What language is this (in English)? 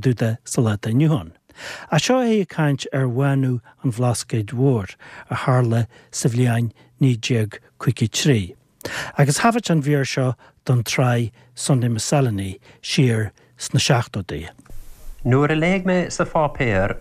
Irish